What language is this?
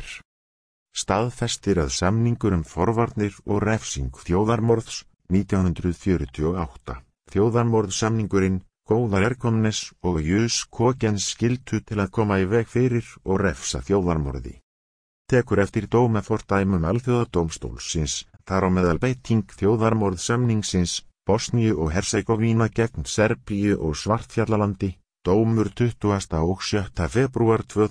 Icelandic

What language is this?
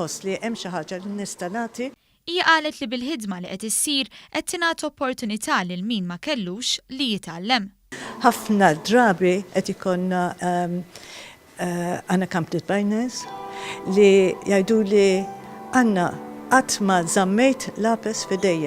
Maltese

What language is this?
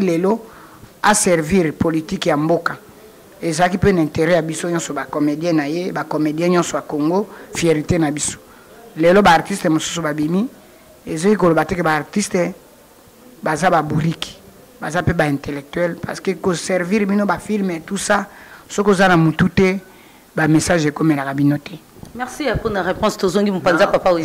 Lingala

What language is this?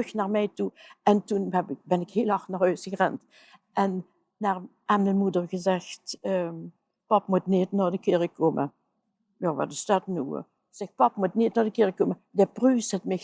Limburgish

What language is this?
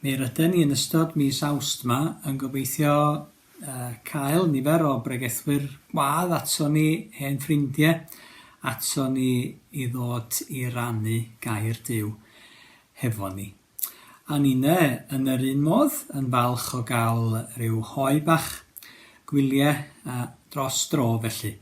Welsh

